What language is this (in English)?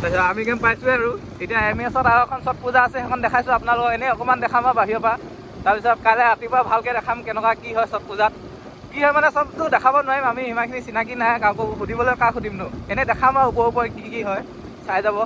Assamese